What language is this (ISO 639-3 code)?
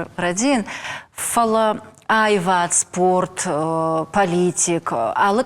oss